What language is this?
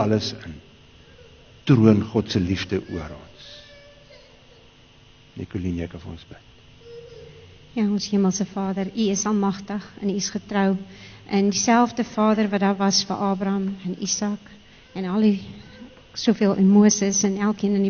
Afrikaans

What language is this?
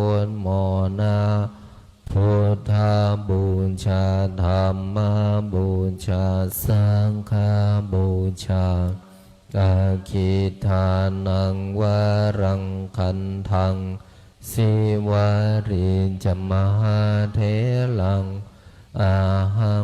Pali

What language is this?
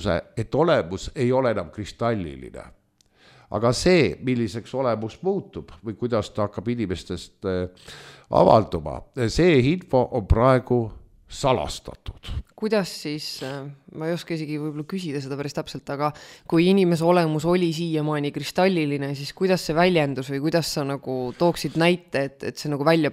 Estonian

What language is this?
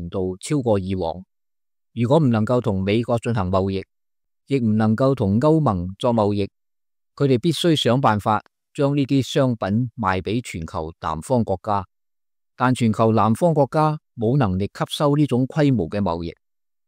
Cantonese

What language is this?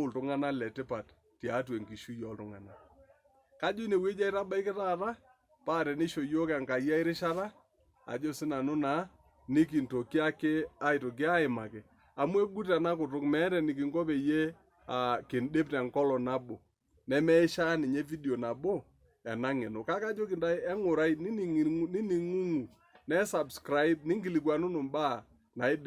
Masai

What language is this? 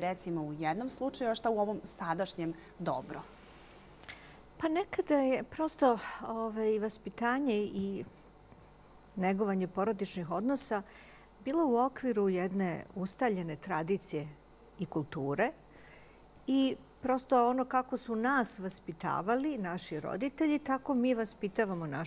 Serbian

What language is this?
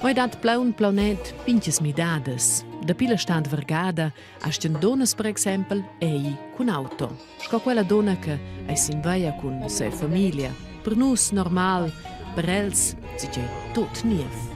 Romansh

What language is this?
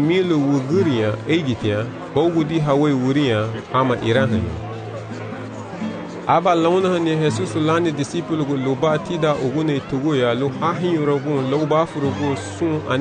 Garifuna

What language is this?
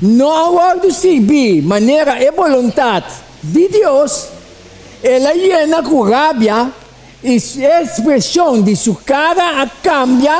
Papiamento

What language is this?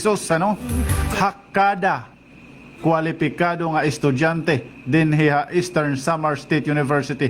Waray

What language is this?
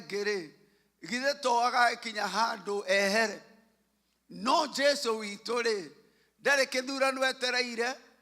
Kikuyu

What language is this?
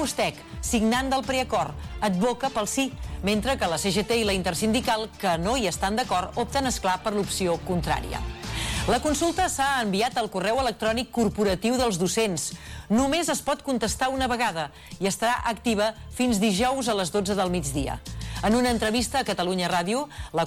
Catalan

